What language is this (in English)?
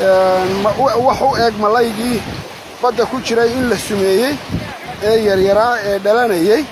Somali